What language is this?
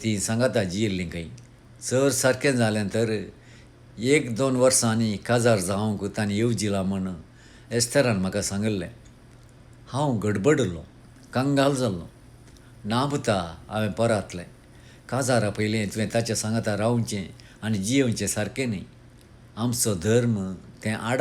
Konkani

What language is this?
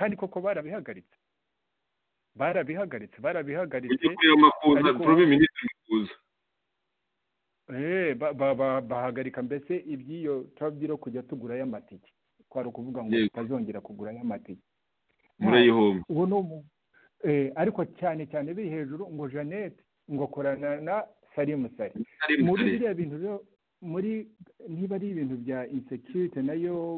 Kinyarwanda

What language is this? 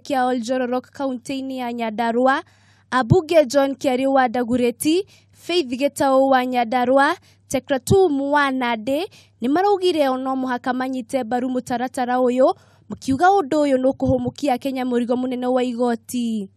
Kikuyu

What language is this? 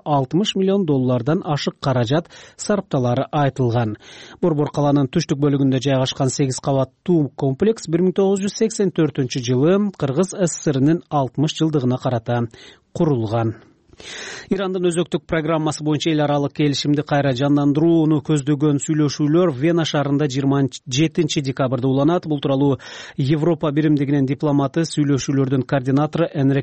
Kyrgyz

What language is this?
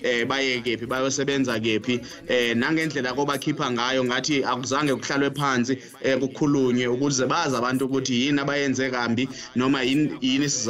Zulu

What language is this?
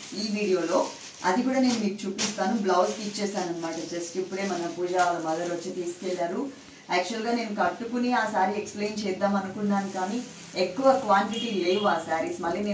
Telugu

